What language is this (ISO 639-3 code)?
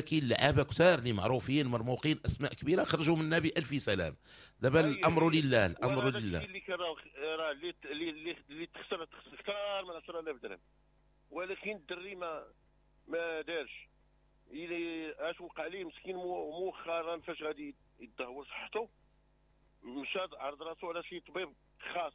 ary